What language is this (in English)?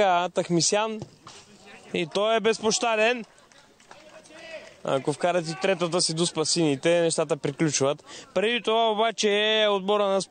Bulgarian